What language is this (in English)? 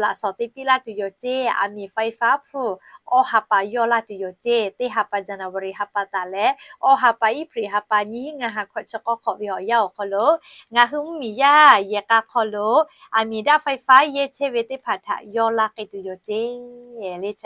Lahu